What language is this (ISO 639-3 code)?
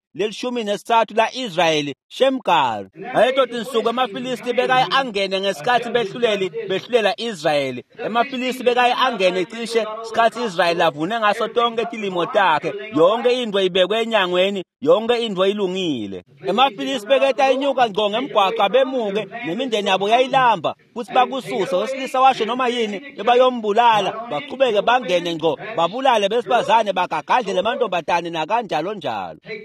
ssw